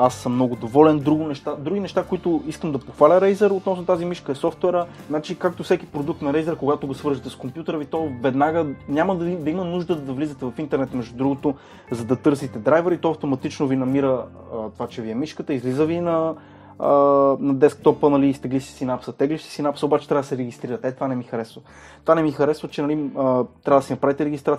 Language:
Bulgarian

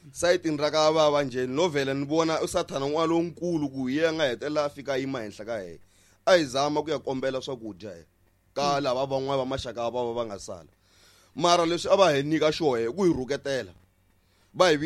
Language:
Tsonga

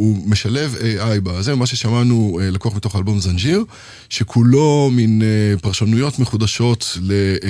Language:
Hebrew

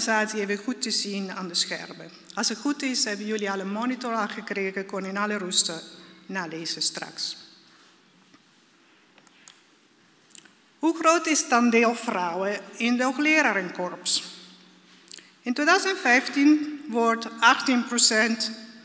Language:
Dutch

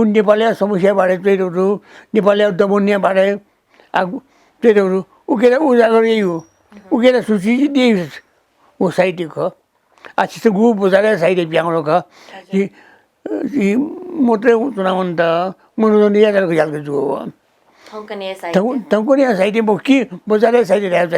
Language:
Newari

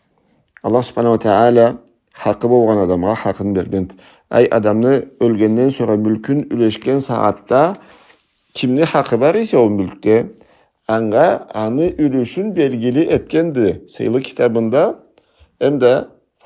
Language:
Karachay-Balkar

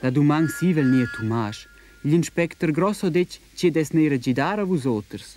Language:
Romansh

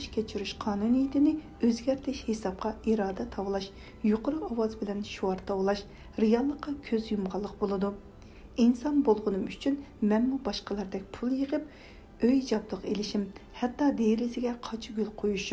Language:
Uyghur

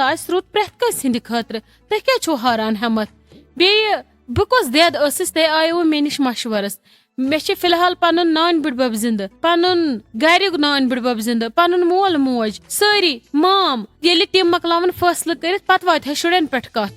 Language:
Kashmiri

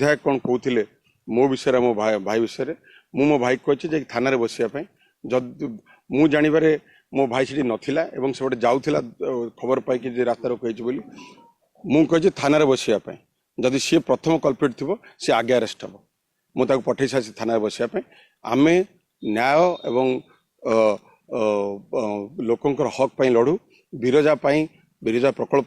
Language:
Odia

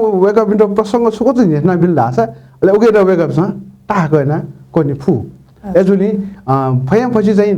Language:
Newari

